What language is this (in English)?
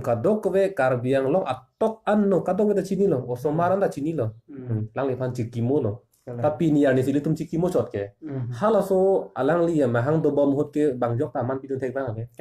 Karbi